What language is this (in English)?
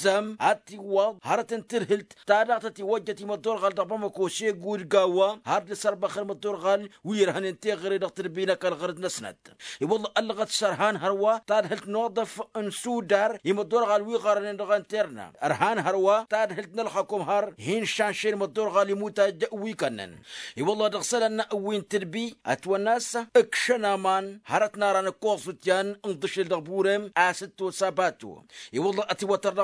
Tamasheq